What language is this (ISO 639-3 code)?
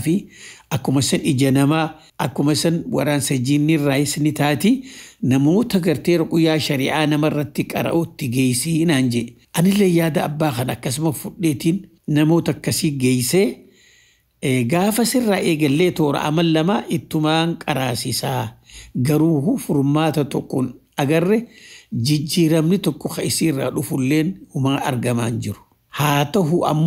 orm